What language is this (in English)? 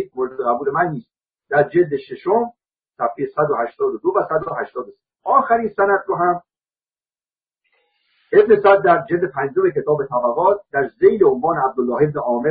Persian